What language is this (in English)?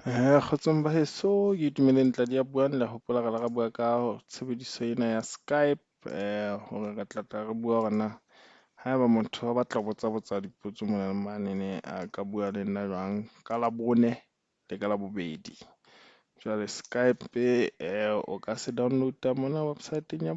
Southern Sotho